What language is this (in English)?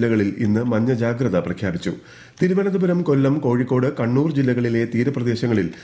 Malayalam